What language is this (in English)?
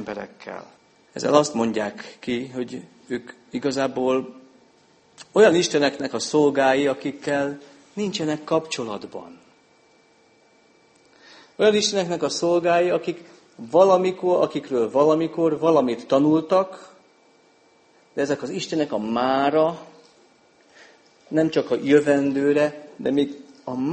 Hungarian